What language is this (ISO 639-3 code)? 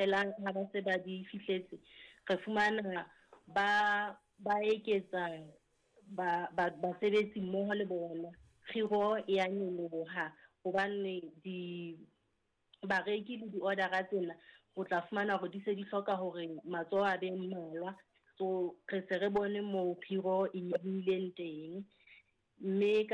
sot